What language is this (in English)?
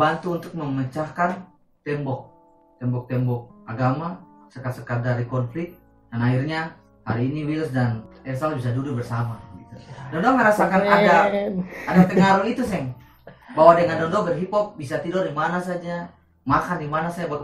Ambonese Malay